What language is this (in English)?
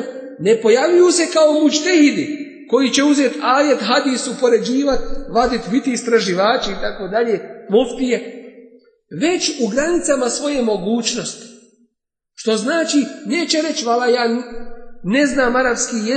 Bosnian